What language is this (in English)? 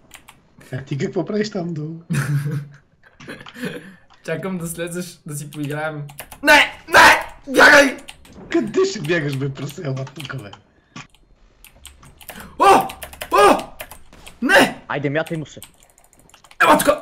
Bulgarian